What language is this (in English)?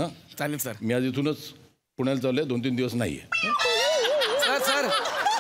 Marathi